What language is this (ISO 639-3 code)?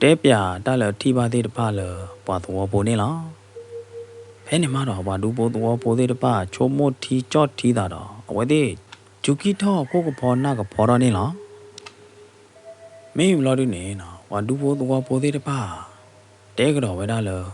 ksw